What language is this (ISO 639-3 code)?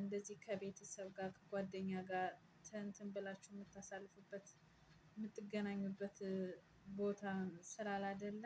amh